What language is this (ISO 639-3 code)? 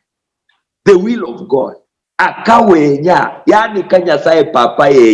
luy